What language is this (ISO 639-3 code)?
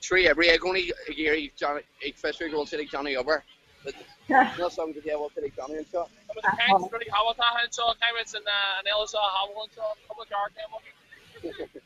gle